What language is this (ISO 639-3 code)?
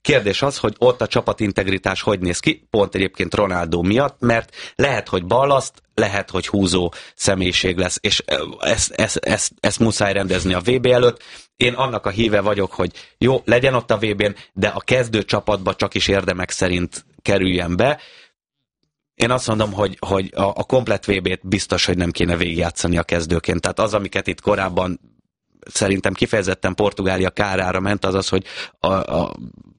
hun